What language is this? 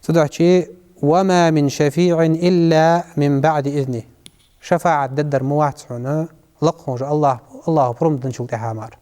Ingush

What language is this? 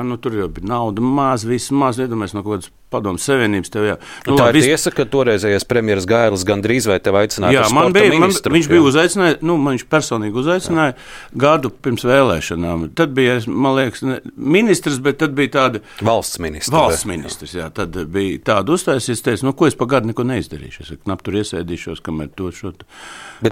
Latvian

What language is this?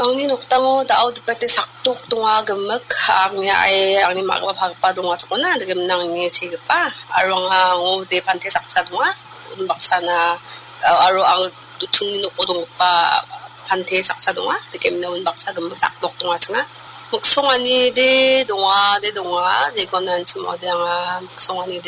Garo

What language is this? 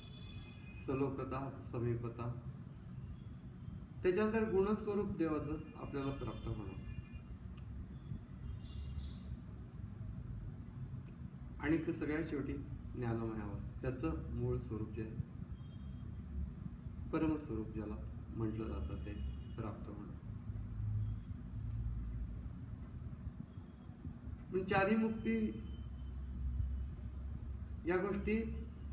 Marathi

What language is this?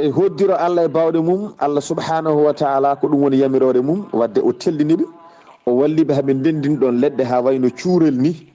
Fula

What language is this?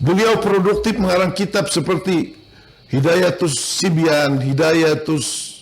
Banjar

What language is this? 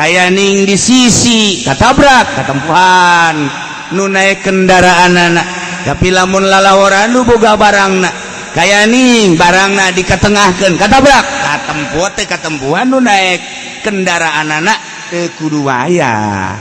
Sundanese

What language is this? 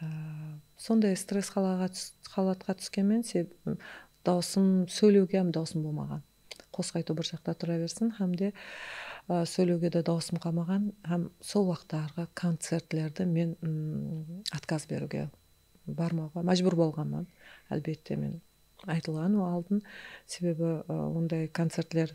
Kara-Kalpak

